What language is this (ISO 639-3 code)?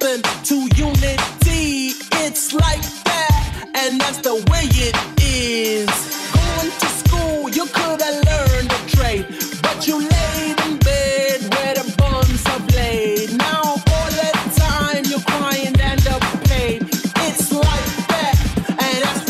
eng